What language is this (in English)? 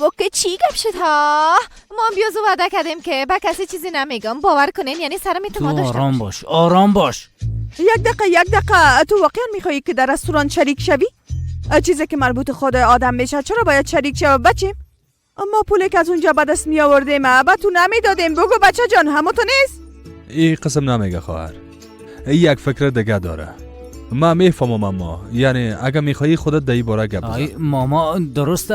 Persian